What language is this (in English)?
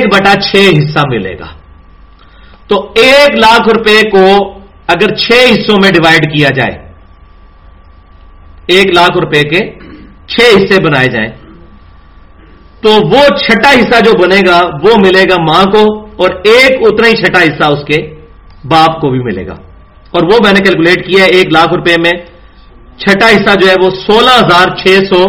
Urdu